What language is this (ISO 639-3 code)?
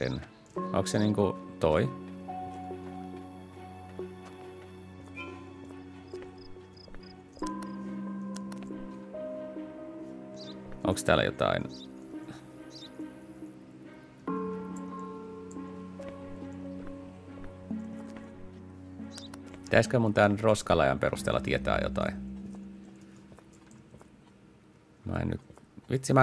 fin